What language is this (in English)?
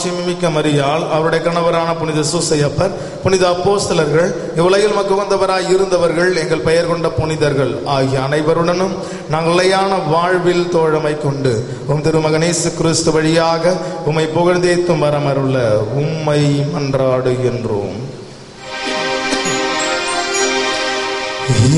Tamil